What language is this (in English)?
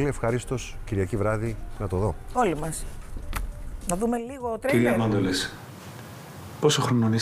Greek